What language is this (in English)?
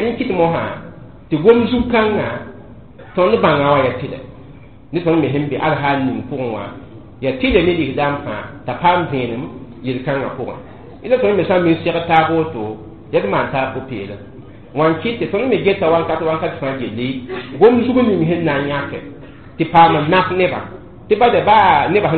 Mossi